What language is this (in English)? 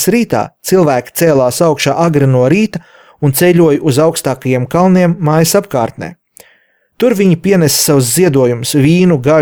Latvian